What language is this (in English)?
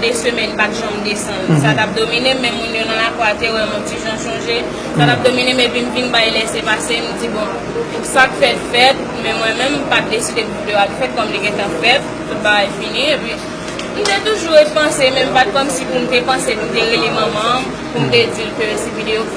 Haitian Creole